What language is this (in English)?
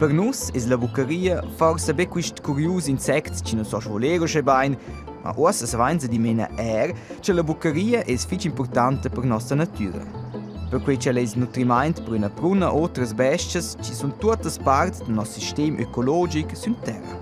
Romansh